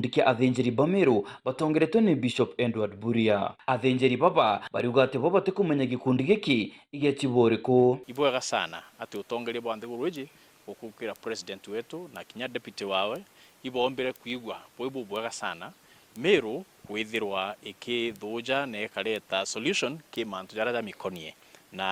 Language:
Meru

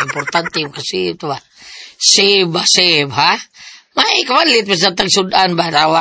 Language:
Cebuano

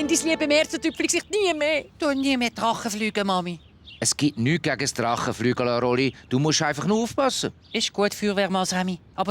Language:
Swiss German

